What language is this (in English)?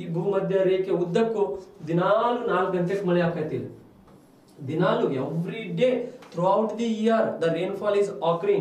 Kannada